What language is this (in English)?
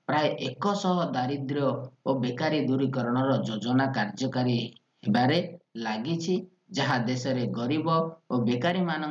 Odia